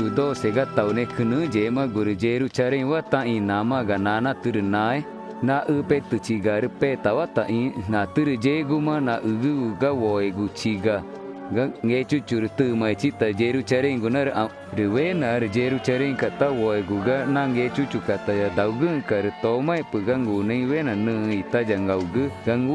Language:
Ticuna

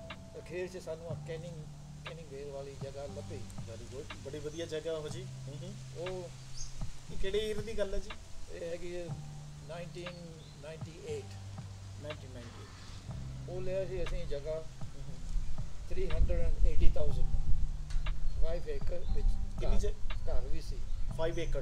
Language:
Punjabi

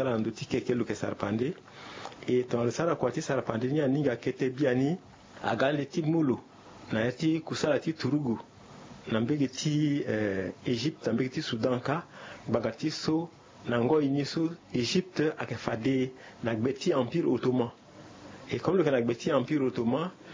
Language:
Sango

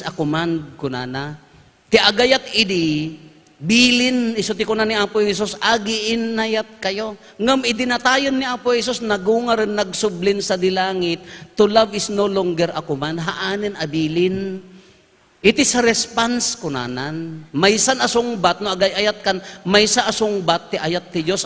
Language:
Iloko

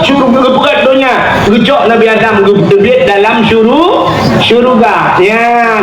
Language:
Achinese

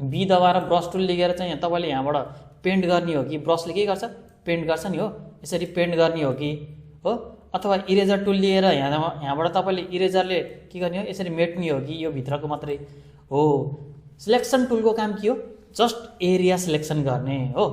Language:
Nepali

